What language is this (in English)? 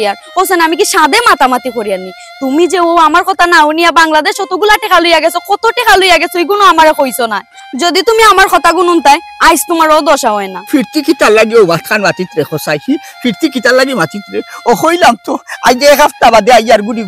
Sylheti